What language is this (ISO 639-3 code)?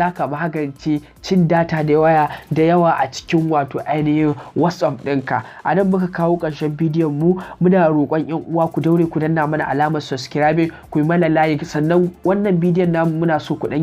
hau